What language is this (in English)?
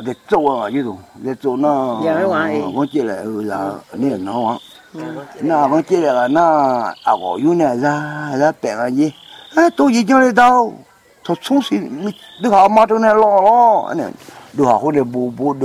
Vietnamese